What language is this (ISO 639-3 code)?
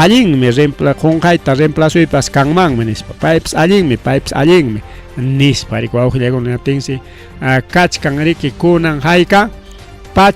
quy